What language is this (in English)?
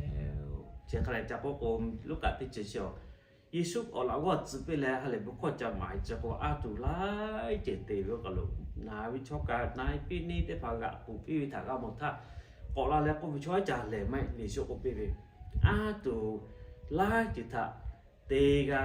Lahu